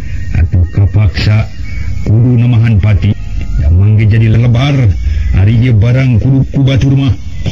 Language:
Sundanese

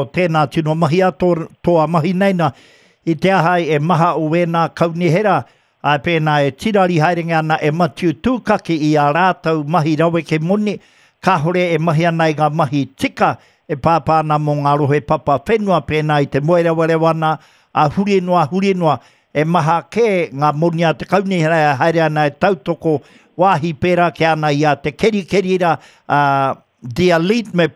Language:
Māori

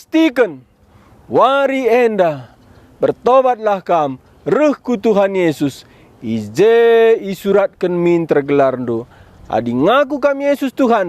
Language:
Batak Karo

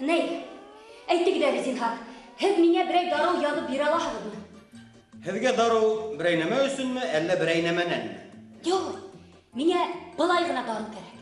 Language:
Bashkir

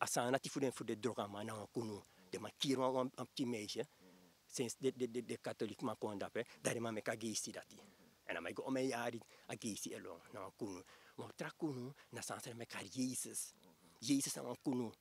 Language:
Sranan Tongo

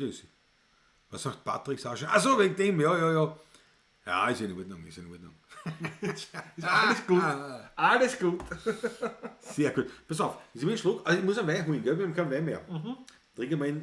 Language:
Bavarian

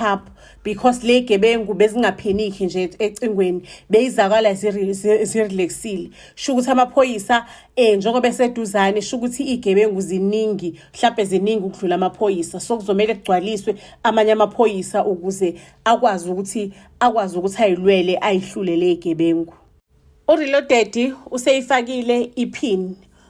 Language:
Zulu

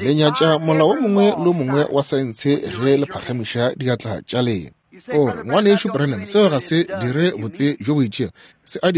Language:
Northern Sotho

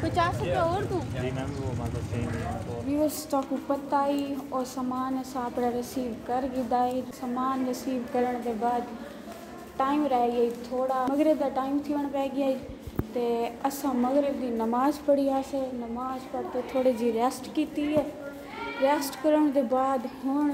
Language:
Saraiki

